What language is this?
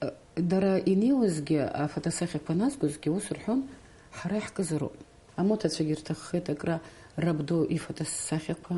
Abkhazian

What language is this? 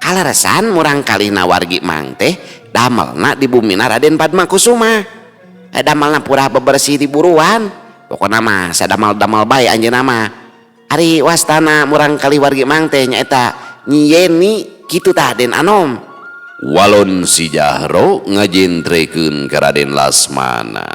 Sundanese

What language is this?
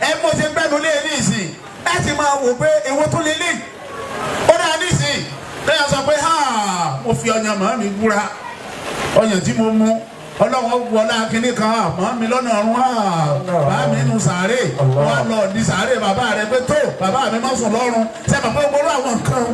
Yoruba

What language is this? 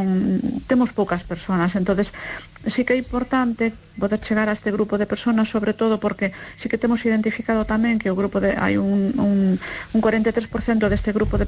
Galician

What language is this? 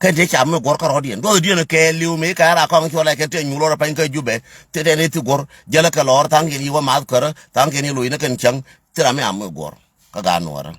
Nuer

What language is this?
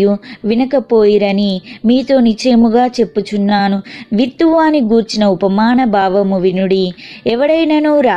Telugu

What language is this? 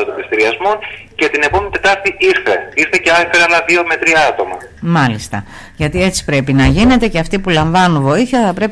Greek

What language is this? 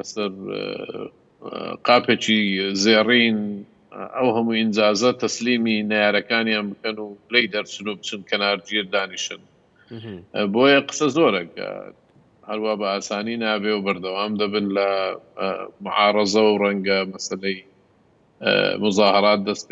Central Kurdish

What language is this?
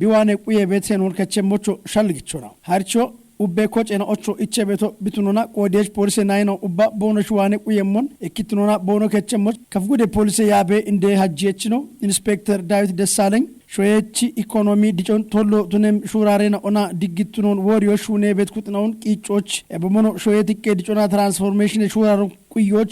Kafa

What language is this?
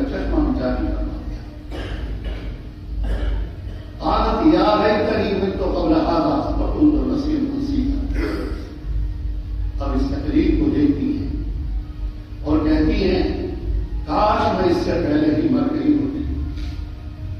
Urdu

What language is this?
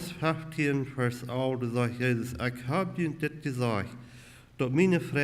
Plautdietsch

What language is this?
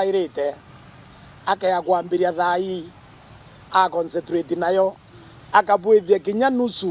Meru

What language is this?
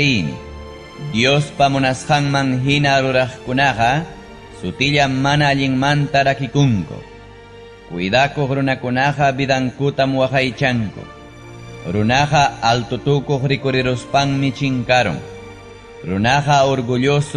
Ayacucho Quechua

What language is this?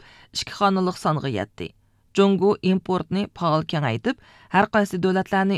Uyghur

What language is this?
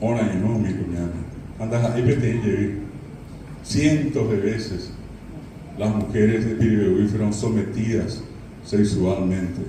Guarani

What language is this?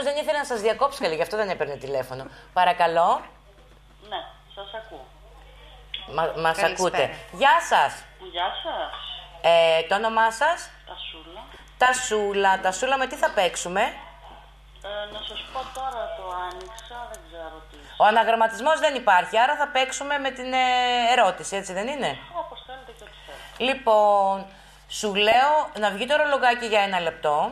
Greek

